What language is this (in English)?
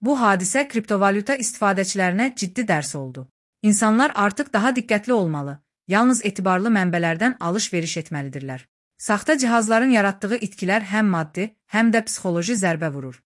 Azerbaijani